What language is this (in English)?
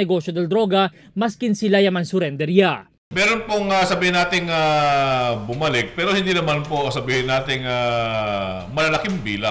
Chavacano